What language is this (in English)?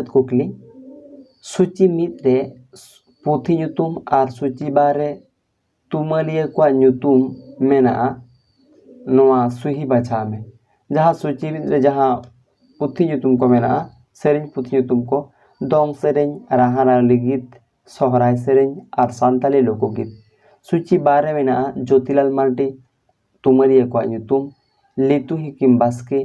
Santali